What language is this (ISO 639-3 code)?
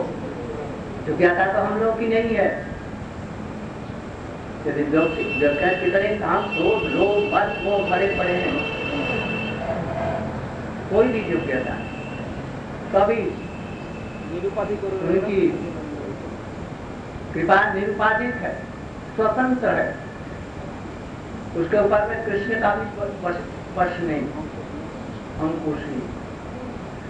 hin